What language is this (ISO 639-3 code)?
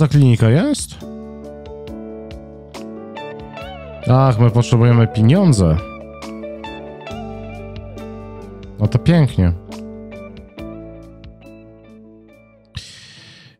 pol